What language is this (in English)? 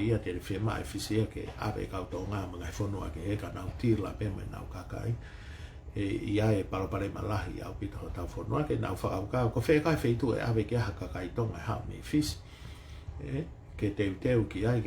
Tongan